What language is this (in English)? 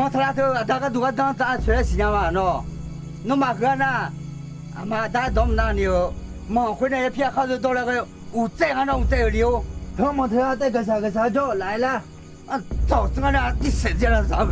Akha